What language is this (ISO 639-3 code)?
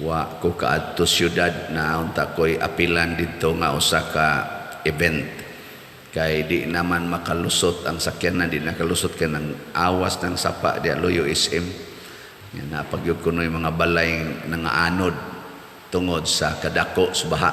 ceb